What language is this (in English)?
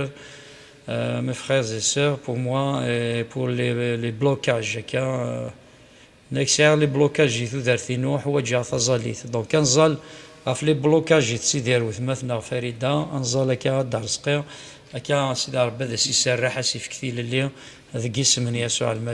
Kabyle